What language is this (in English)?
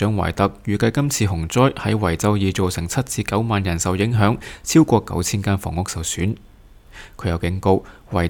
Cantonese